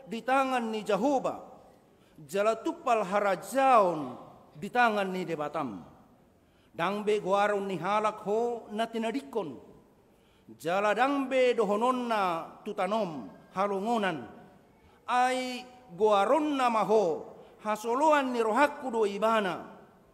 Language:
Batak Toba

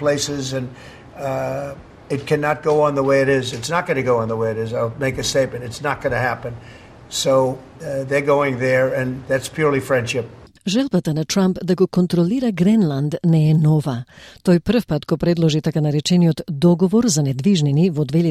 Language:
Macedonian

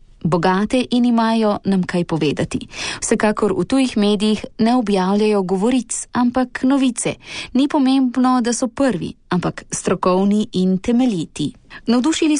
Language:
Slovenian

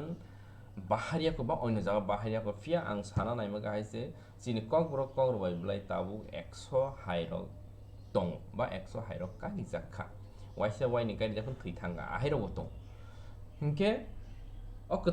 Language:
Kok Borok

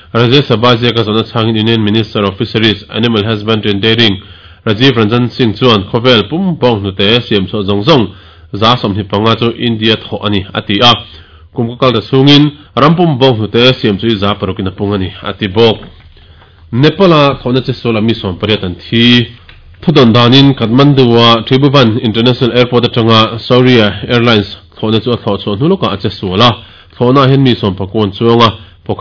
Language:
Mizo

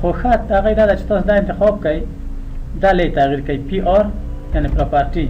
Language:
Pashto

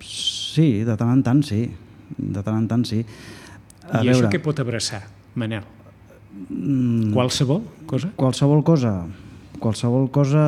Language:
Catalan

